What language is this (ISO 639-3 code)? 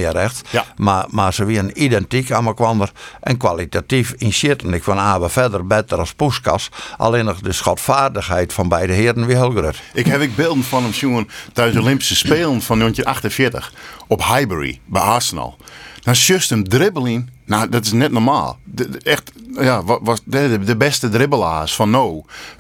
fry